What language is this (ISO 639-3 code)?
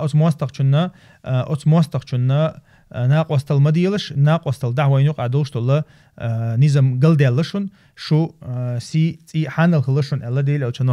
che